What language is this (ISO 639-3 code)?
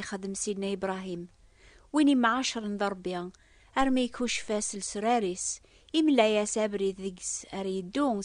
kab